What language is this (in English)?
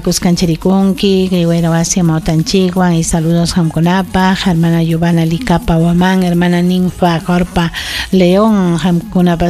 Ayacucho Quechua